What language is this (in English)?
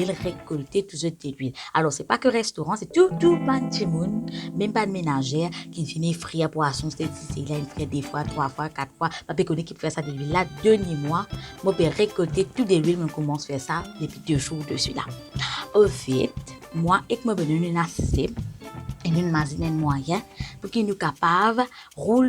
Morisyen